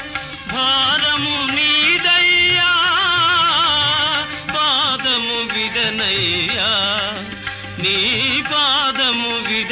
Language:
Telugu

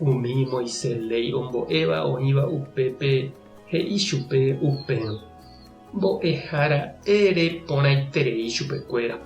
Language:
Guarani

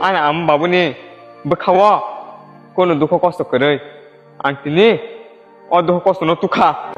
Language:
Kok Borok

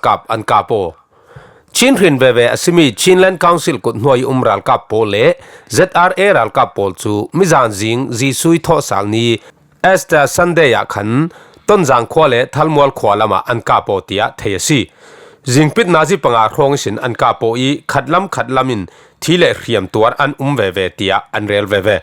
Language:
Falam Chin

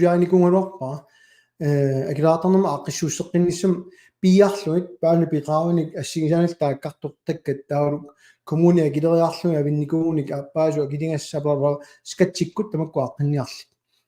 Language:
Kalaallisut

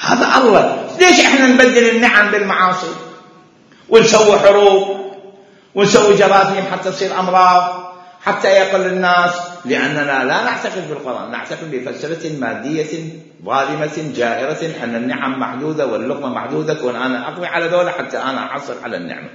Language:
Mesopotamian Arabic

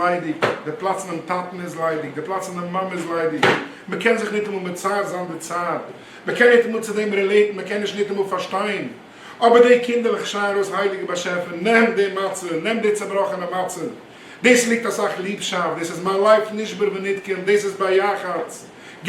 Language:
Yiddish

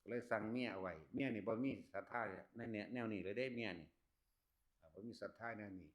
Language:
Northeastern Thai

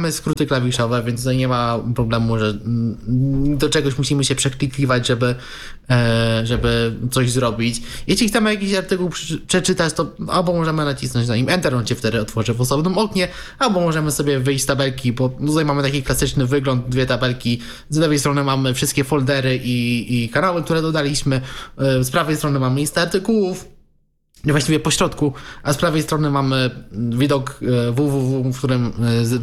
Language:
Polish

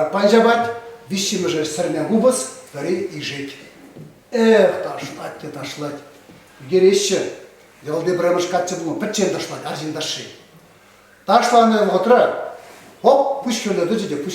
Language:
Chuvash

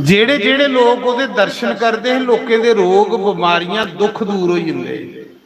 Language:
Dogri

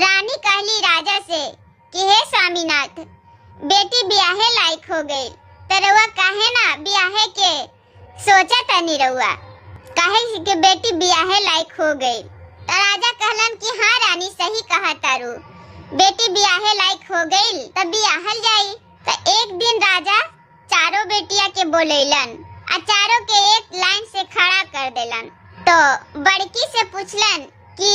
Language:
Bhojpuri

